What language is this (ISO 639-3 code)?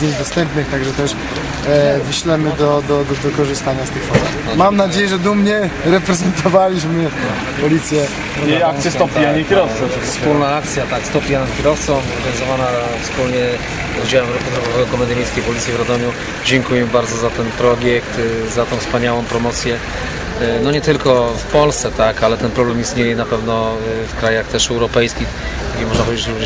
pol